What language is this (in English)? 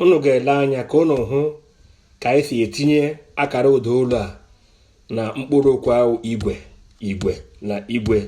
Igbo